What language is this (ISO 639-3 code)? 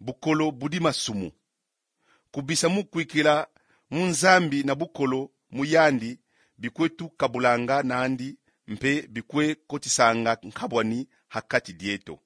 kon